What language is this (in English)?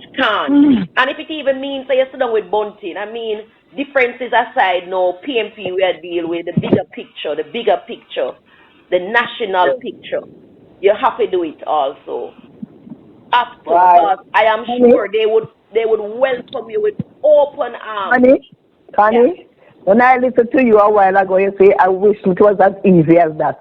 Jamaican Creole English